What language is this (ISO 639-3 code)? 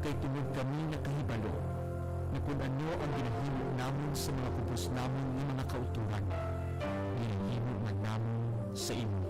hil